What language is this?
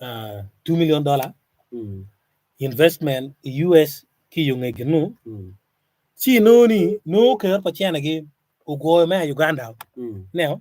Acoli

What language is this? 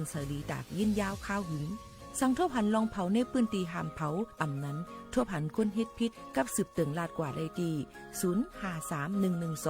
Shan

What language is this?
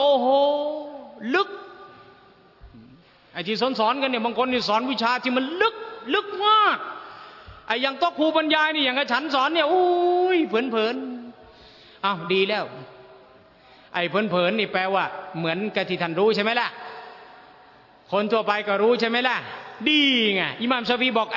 Thai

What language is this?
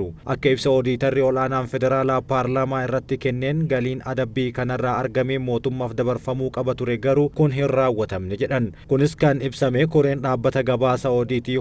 Oromo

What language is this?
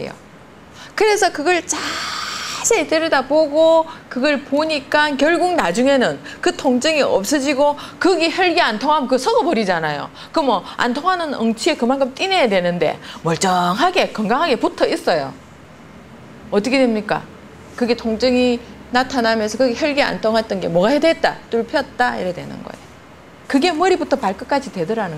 Korean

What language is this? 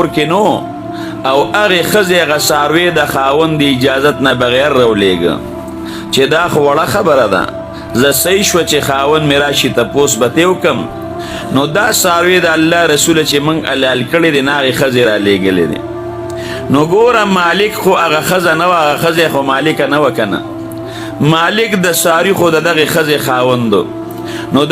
Pashto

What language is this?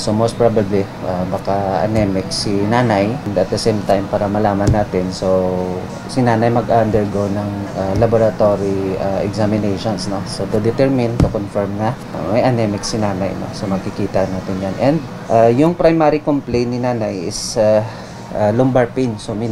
Filipino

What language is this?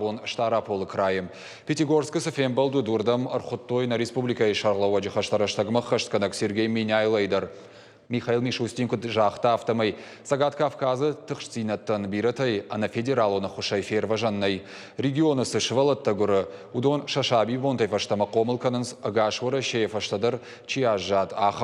Ossetic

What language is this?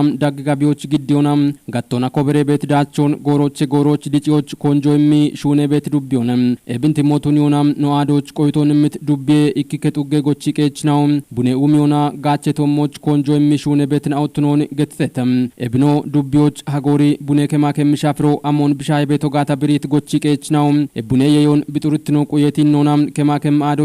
Kafa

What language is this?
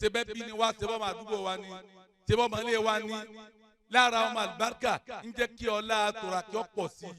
Yoruba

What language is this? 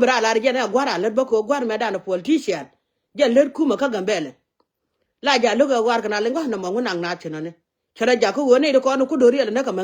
Nuer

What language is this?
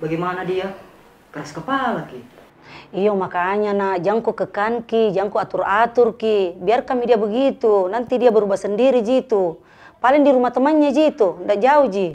Makassar Malay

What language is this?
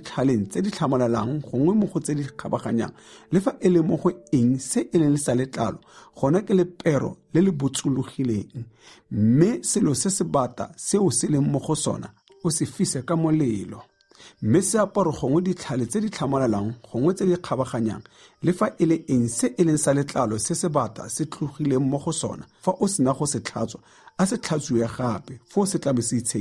Tswana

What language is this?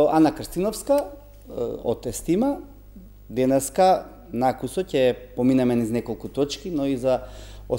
Macedonian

